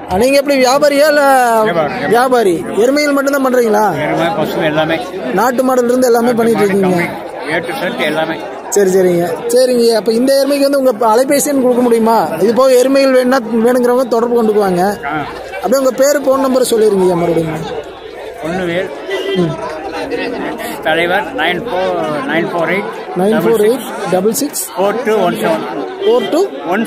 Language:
Tamil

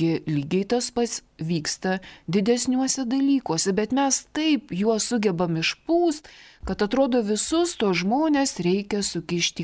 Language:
Lithuanian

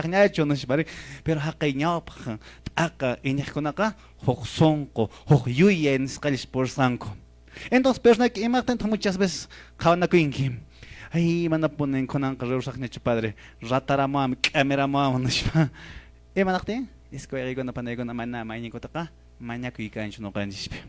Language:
Quechua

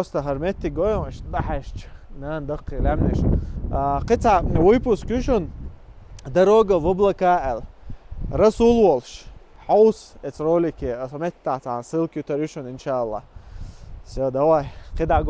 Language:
Chechen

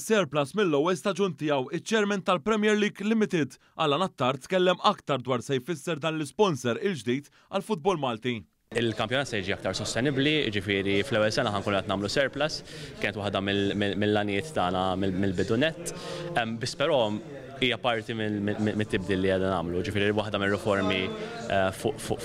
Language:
Maltese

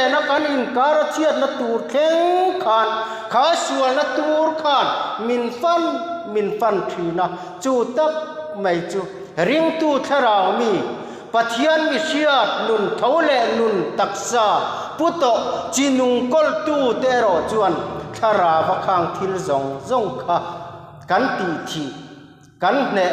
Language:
Mizo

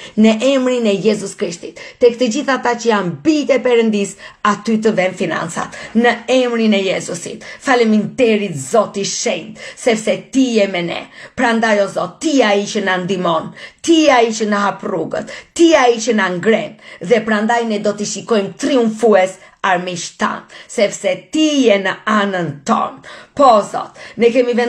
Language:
Albanian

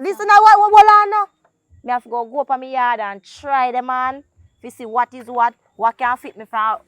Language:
Jamaican Creole English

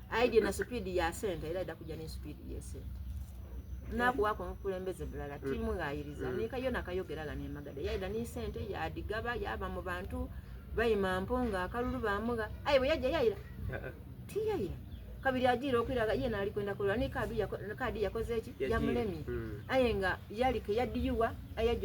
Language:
Soga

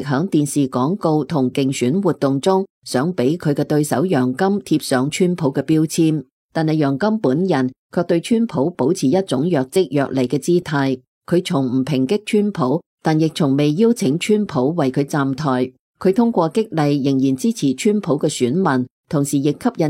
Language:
Cantonese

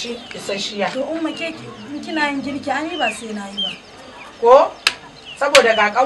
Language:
Hausa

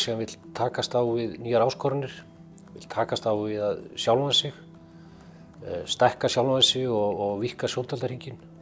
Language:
Icelandic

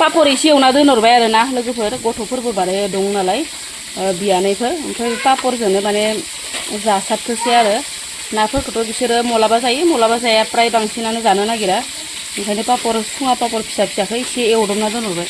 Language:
Bodo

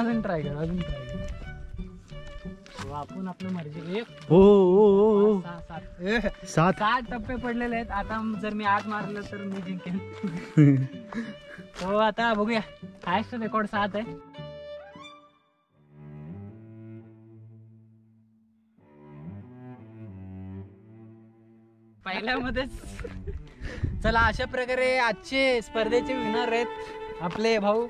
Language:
Marathi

